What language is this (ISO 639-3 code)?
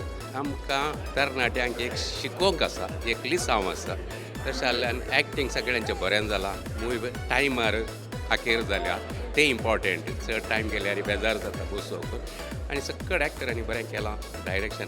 kok